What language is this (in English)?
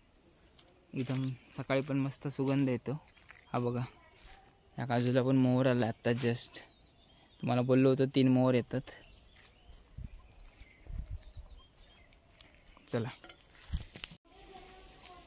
Marathi